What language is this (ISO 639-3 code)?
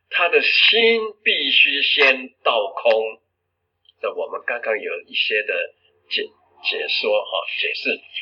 zho